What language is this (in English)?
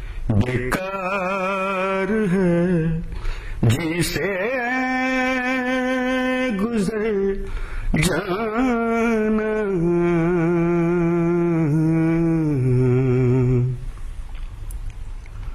Urdu